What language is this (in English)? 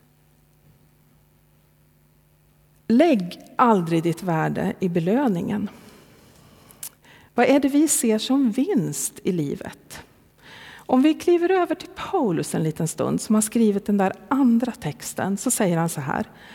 Swedish